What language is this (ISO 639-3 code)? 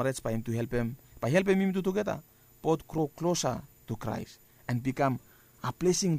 bis